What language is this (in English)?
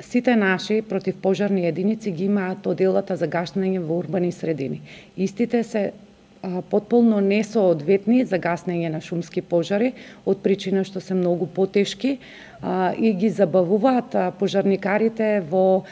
Macedonian